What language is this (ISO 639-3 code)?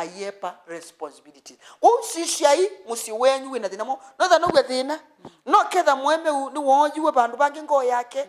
kam